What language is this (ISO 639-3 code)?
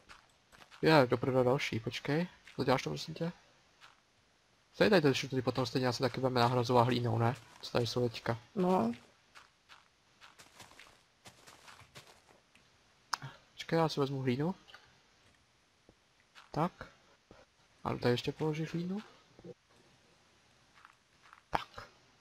ces